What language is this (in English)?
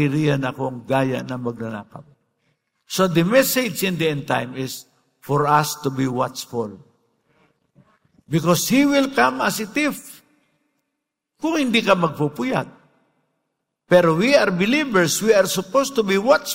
Filipino